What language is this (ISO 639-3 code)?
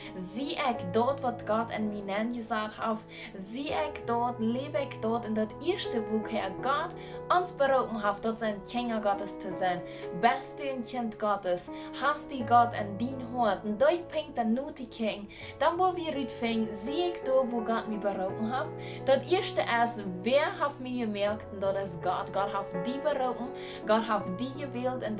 pdt